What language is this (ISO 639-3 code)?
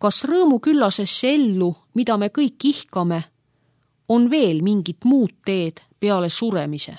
est